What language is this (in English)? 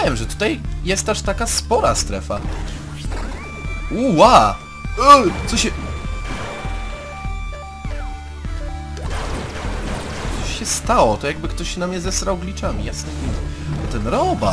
Polish